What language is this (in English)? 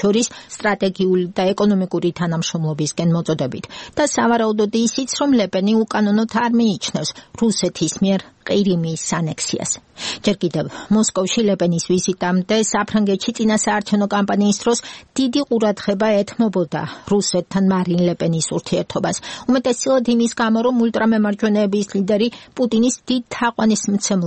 Georgian